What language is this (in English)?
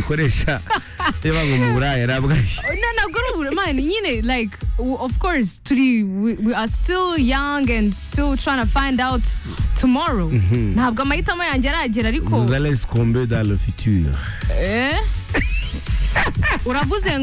Kinyarwanda